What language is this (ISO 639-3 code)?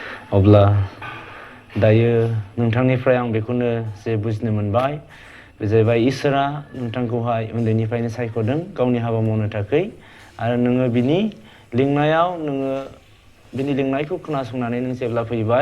brx